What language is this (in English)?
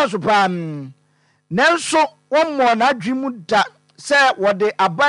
Akan